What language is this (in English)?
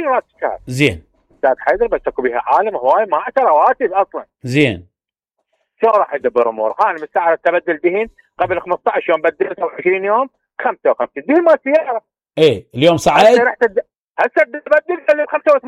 Mesopotamian Arabic